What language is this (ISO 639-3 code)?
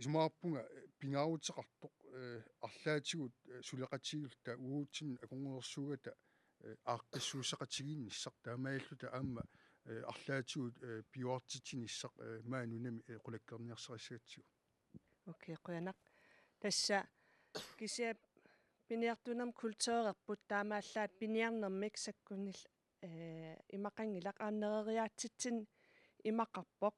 kal